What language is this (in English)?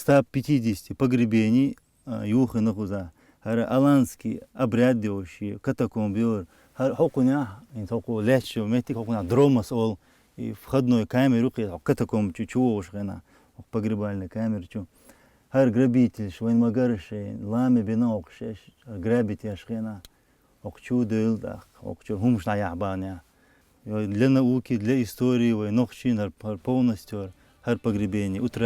Chechen